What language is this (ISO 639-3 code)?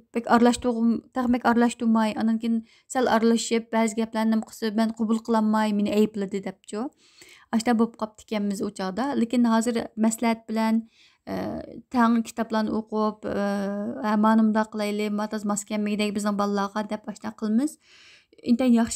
uig